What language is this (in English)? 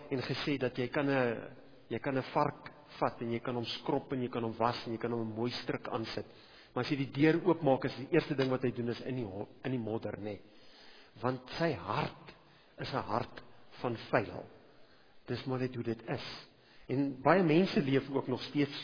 Afrikaans